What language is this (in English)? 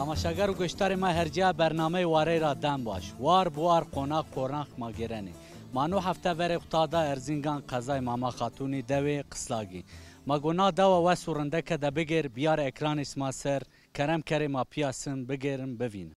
Zaza